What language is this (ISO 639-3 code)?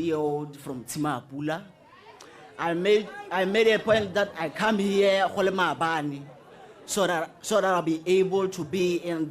tsn